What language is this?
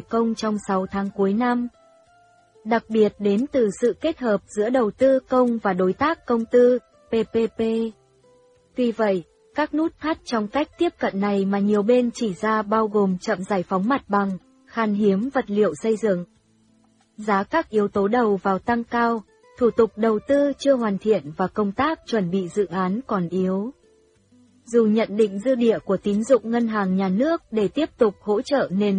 Vietnamese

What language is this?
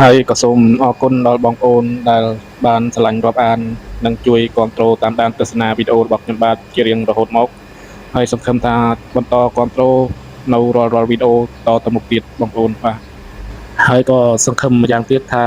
Khmer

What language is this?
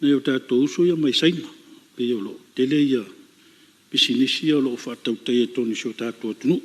Samoan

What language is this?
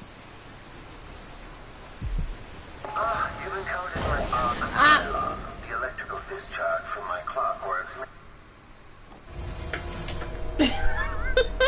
English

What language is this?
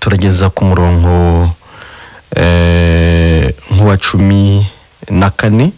Kinyarwanda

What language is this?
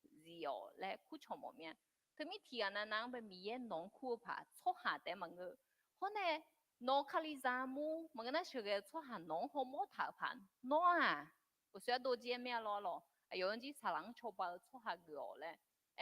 Akha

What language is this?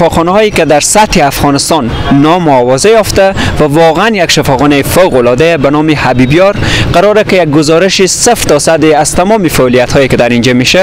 Persian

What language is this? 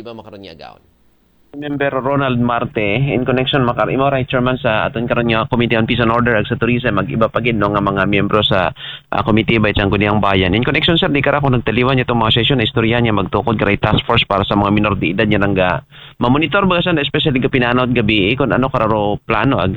Aklanon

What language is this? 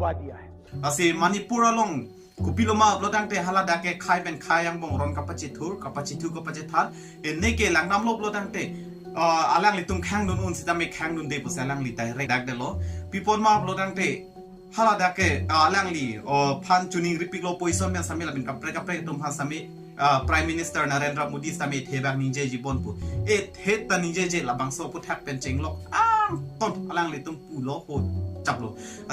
Karbi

